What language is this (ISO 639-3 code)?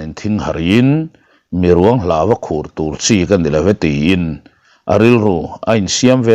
lus